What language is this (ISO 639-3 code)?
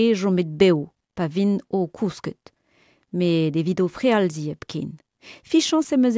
bre